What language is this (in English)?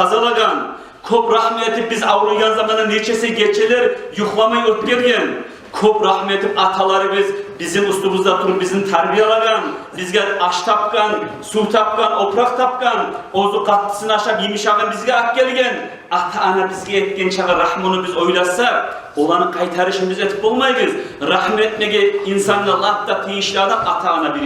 Kumyk